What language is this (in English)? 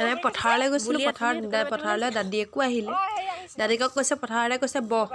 Assamese